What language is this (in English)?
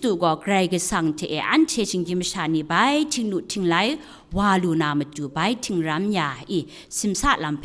Kachin